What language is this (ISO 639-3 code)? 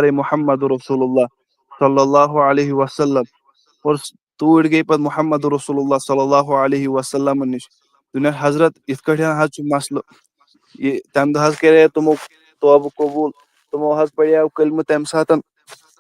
kas